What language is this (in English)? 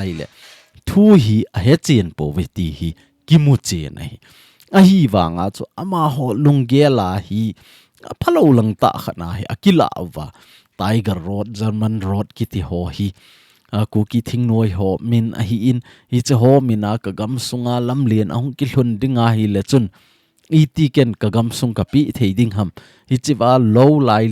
Thado Chin